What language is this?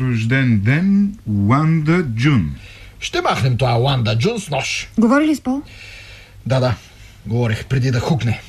Bulgarian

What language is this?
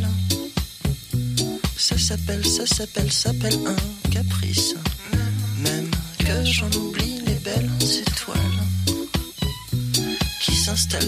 French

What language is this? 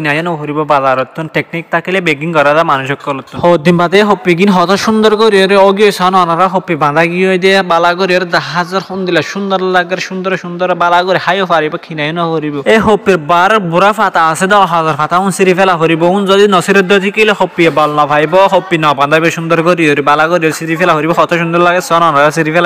Rohingya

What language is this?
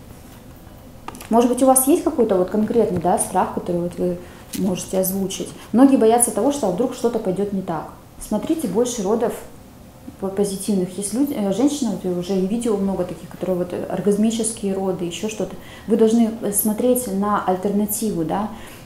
Russian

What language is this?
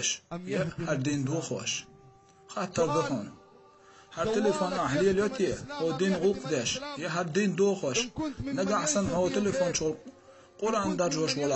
Chechen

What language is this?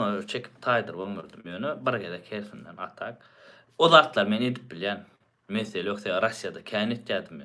Turkmen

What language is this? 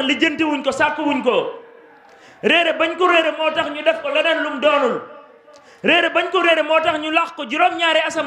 Wolof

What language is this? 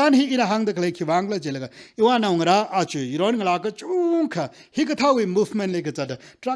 Tangkhul Naga (India)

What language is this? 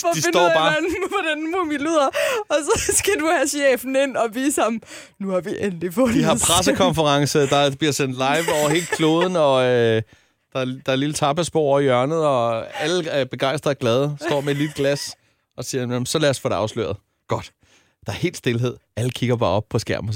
Danish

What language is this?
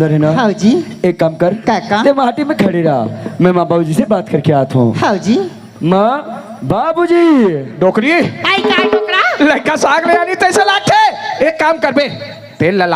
Chhattisgarhi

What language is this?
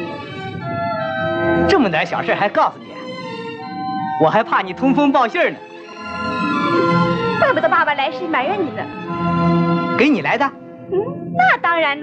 Chinese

